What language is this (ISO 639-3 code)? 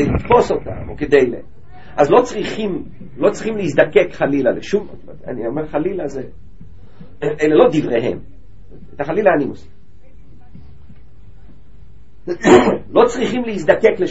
heb